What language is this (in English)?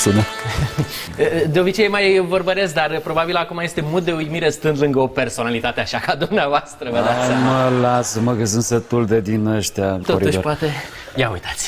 Romanian